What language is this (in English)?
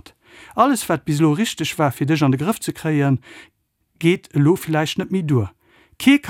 Luxembourgish